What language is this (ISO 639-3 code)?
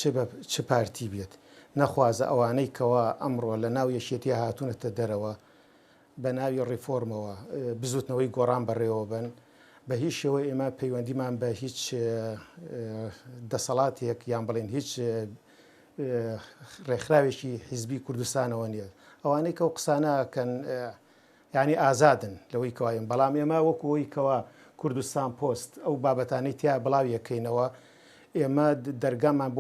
ckb